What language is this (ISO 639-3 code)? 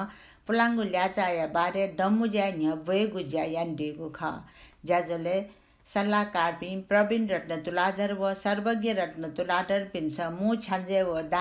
new